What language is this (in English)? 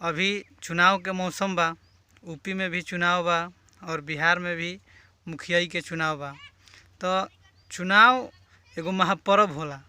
Bhojpuri